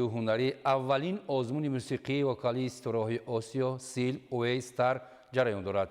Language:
Tajik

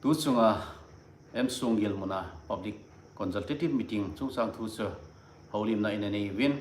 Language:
Thado Chin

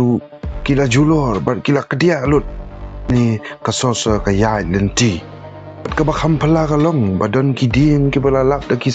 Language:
Khasi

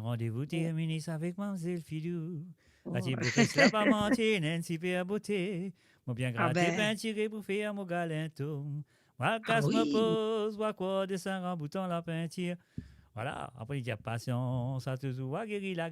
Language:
Morisyen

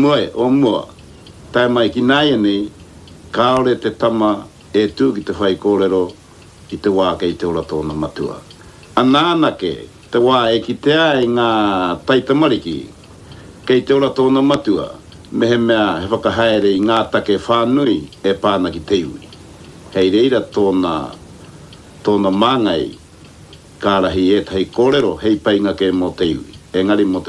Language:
Māori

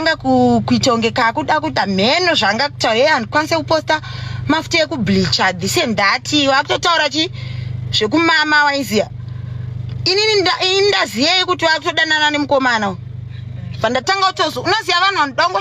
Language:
Shona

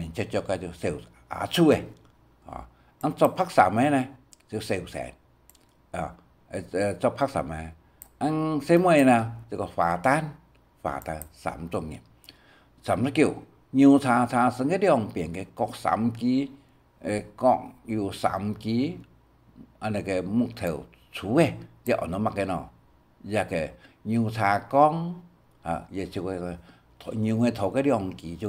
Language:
Hakka Chinese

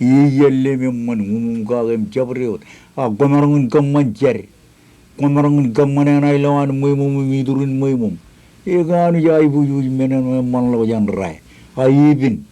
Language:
Marshallese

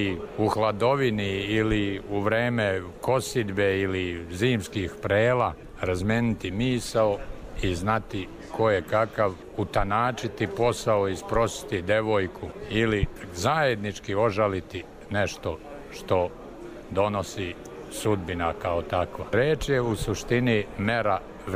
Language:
Serbian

